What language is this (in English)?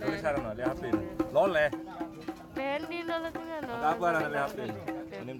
Sasak